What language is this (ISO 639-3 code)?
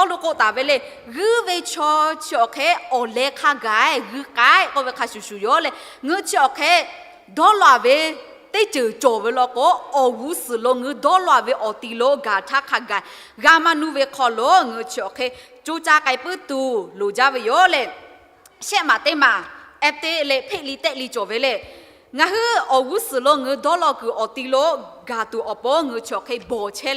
lhu